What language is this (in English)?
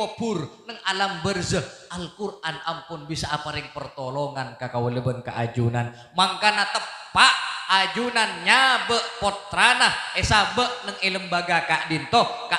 Madurese